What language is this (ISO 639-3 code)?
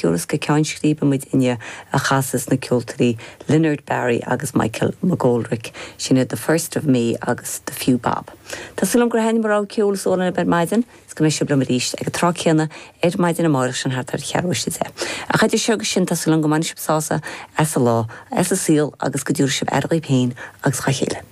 gle